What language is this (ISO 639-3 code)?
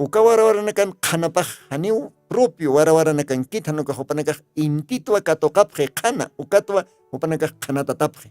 aym